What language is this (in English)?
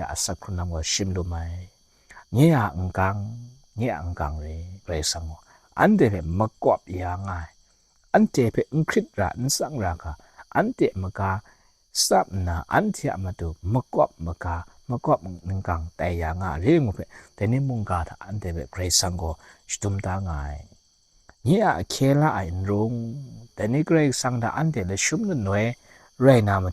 Kachin